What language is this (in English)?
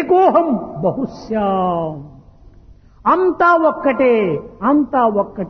Telugu